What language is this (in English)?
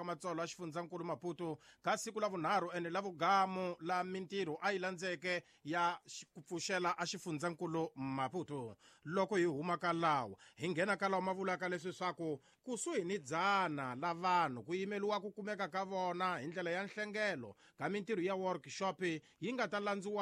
Tsonga